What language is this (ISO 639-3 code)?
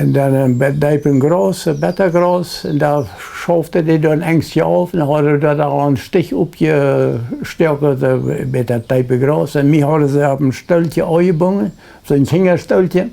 pdt